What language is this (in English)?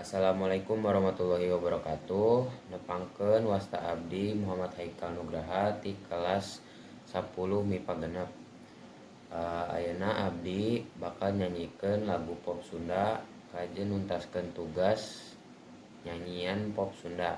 Sundanese